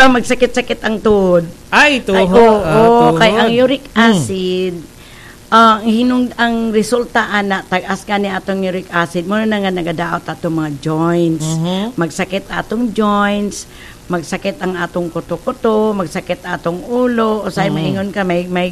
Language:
Cebuano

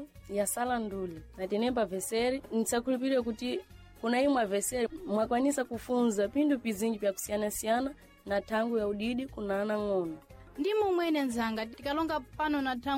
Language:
Sena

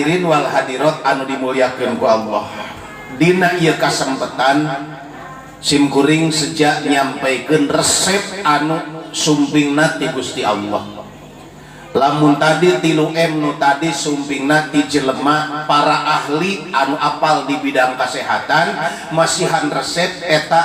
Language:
Sundanese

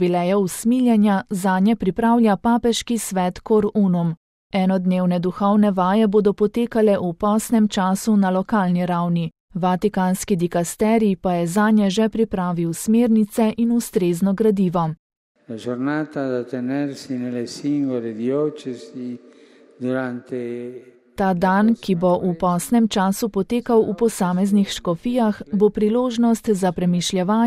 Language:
Slovenian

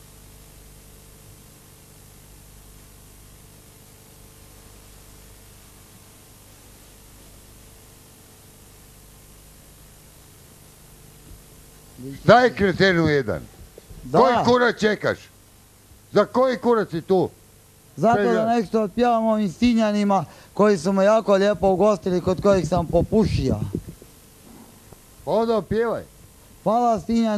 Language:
Croatian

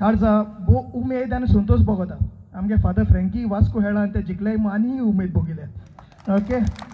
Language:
Konkani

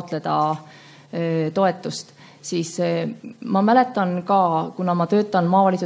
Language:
Estonian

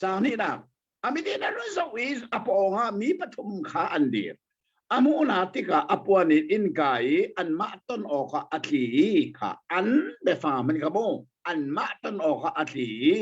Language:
Hakha Chin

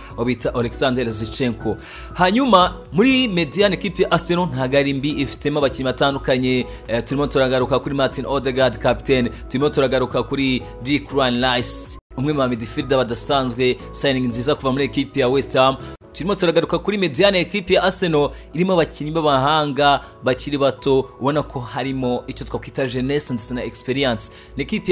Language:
Kinyarwanda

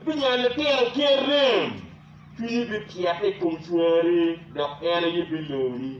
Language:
Acoli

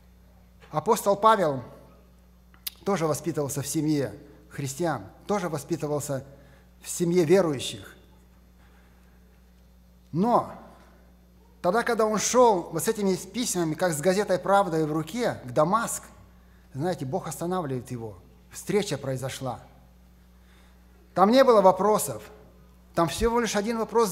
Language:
Russian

